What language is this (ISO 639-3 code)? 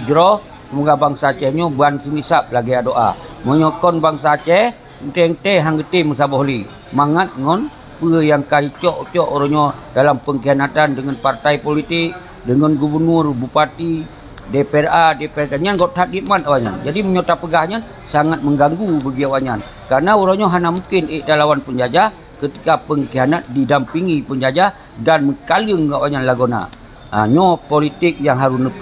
ace